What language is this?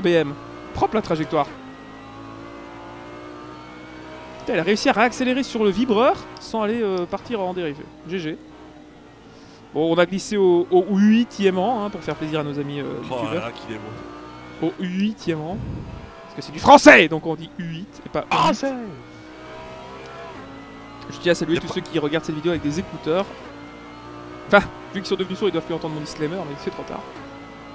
French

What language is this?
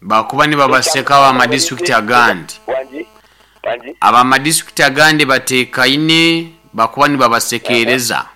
Nyoro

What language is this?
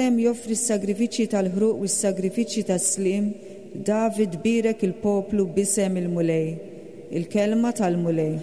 Maltese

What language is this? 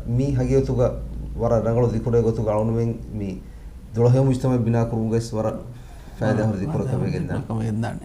Divehi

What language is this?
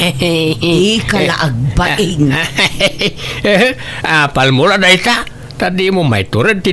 Iloko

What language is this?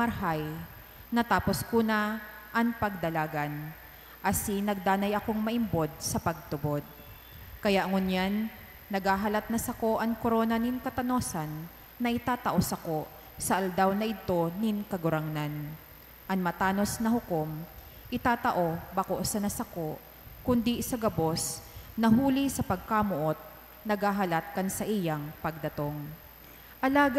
Bikol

